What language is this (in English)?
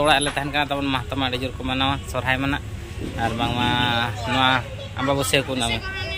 Santali